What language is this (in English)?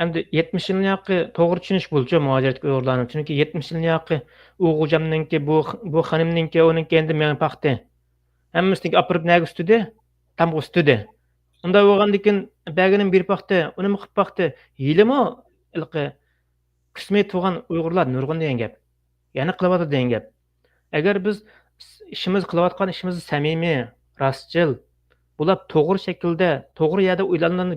Uyghur